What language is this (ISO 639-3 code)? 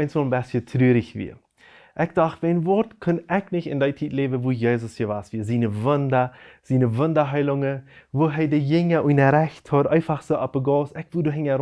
pdt